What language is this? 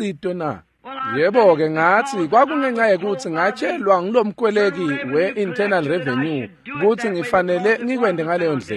Swati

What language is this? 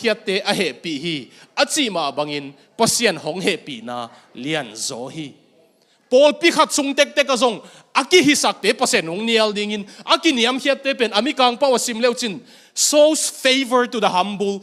Tedim Chin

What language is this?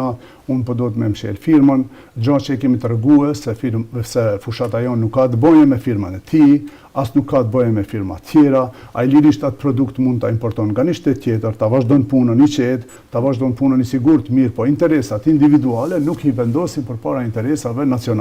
Albanian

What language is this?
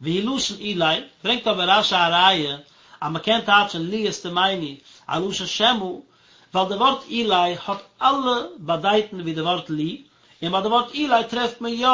Yiddish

